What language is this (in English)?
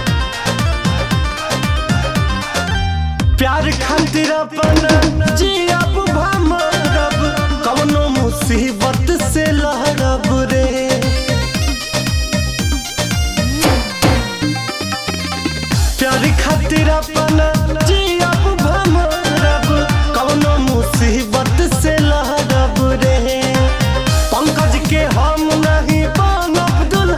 Bhojpuri